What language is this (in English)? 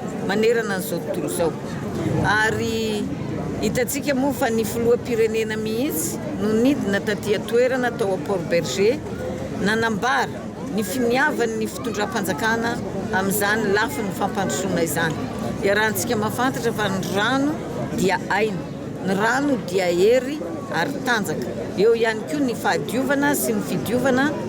Malagasy